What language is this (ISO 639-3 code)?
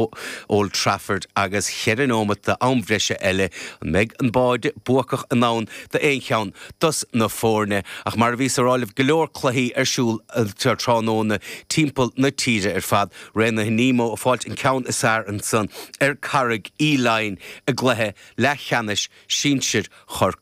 gle